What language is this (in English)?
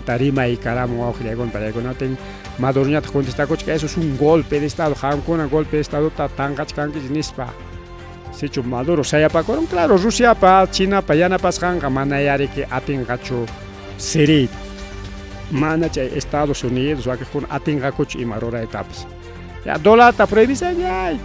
Ayacucho Quechua